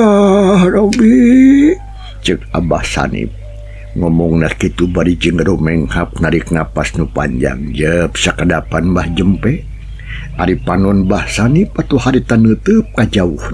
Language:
Sundanese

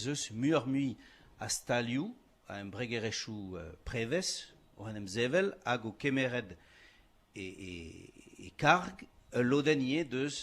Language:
Breton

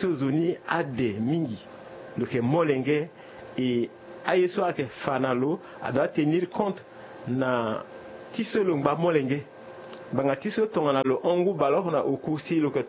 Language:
Sango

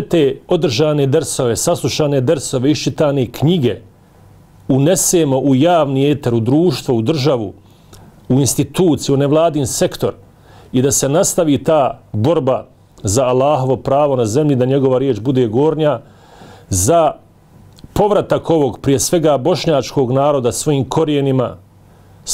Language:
Bosnian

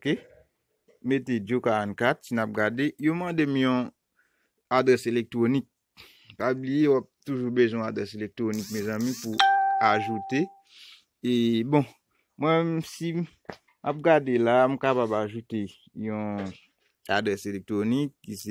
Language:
Haitian Creole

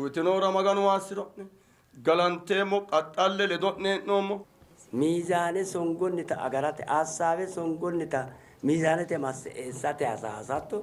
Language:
Sidamo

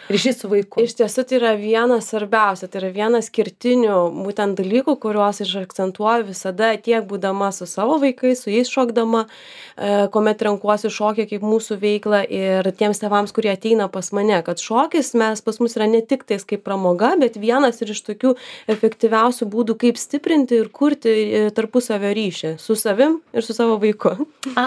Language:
Lithuanian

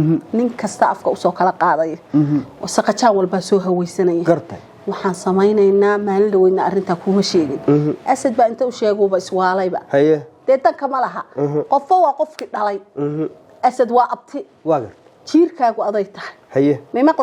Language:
Somali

